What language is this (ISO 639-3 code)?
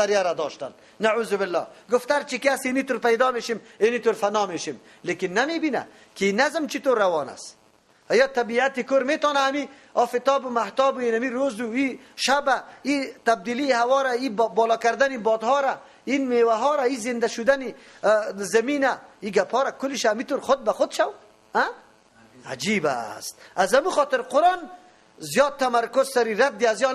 fas